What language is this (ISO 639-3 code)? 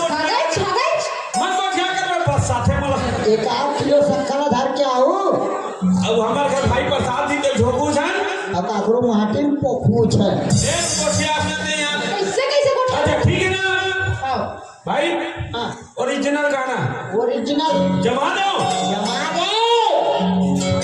hne